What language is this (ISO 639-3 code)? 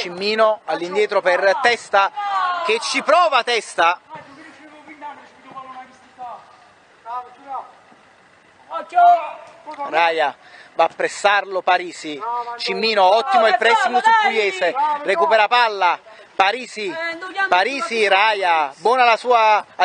ita